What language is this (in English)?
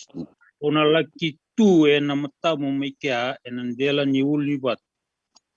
Fijian